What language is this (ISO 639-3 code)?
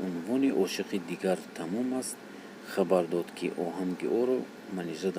tgk